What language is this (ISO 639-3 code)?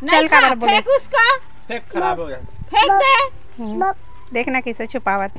hne